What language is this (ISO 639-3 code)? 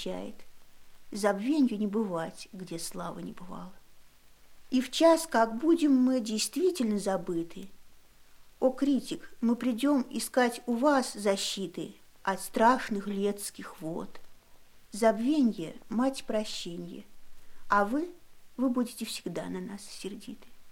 rus